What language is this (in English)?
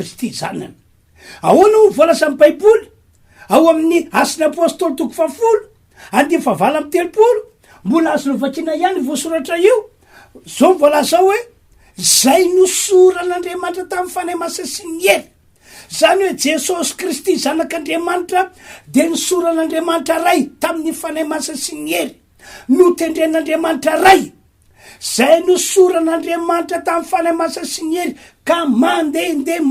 Malagasy